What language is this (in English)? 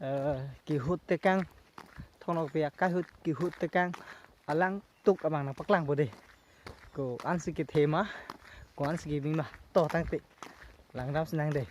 Karbi